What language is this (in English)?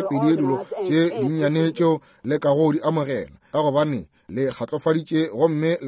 Northern Sotho